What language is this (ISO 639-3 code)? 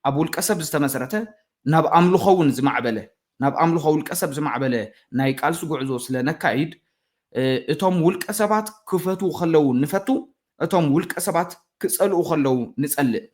tir